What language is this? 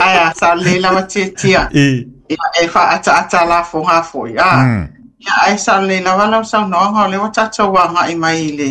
Samoan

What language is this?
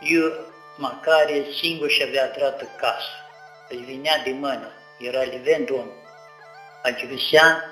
Aromanian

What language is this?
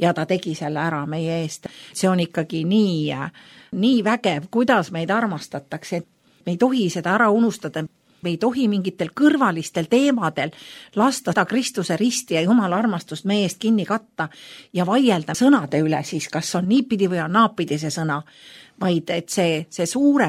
Estonian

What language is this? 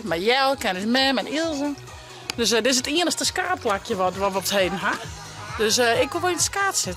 Western Frisian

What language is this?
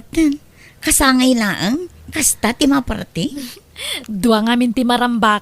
Iloko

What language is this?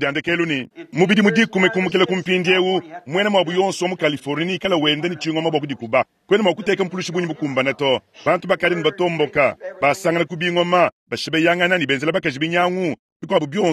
Luba-Lulua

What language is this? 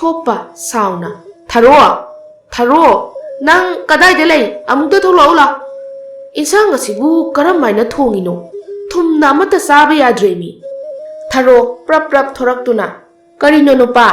Manipuri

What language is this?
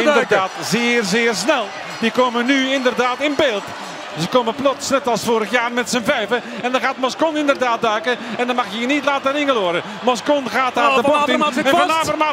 Dutch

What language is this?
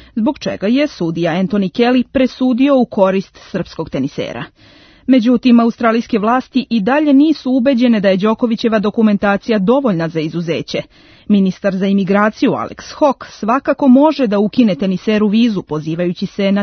Serbian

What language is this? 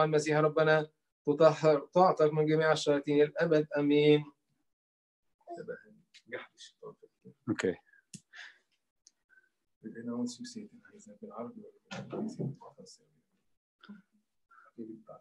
Arabic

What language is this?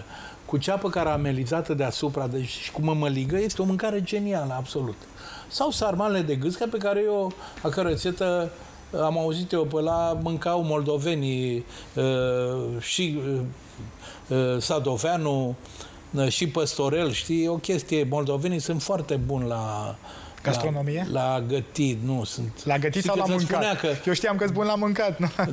Romanian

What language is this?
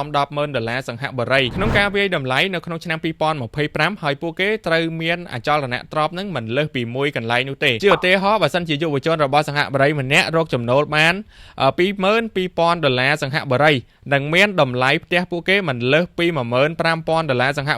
Khmer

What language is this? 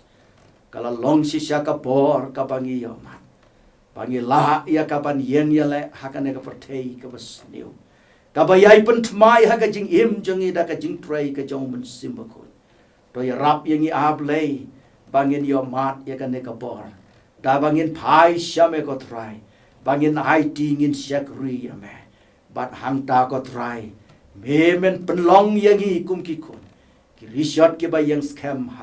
Khasi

